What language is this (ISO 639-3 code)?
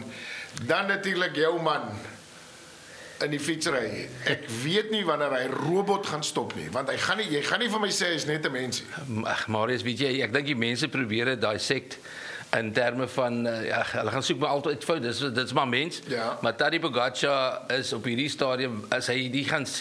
afr